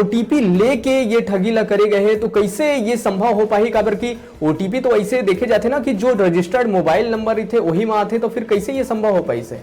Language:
Chhattisgarhi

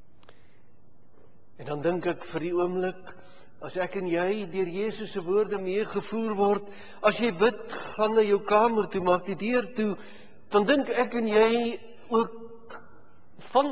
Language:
Afrikaans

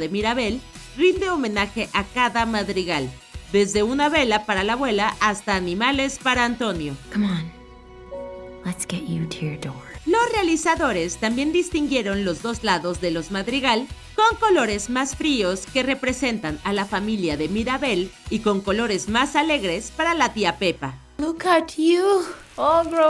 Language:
Spanish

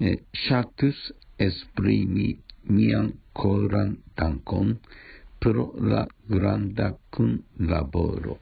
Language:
Esperanto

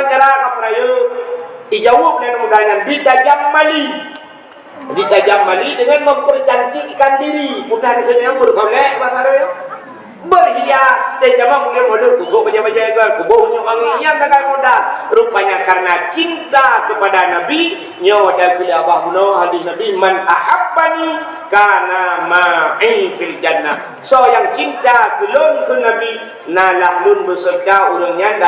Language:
Achinese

